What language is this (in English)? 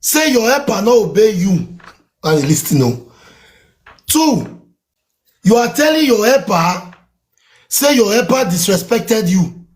Nigerian Pidgin